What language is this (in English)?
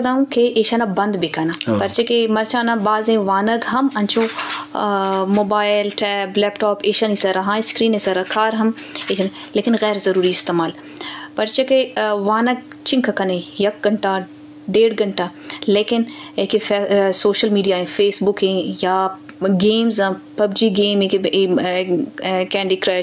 Baluchi